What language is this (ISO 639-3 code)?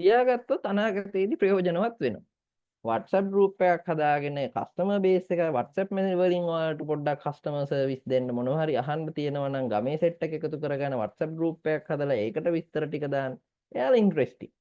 sin